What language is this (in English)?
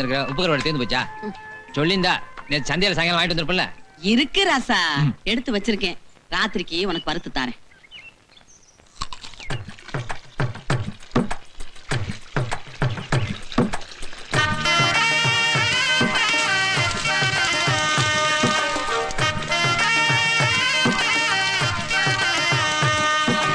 Tamil